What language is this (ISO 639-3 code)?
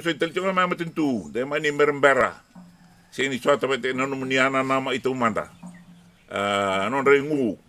fij